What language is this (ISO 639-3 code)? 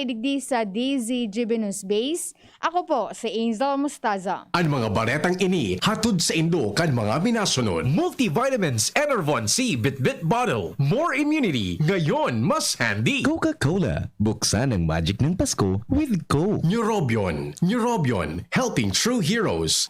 bik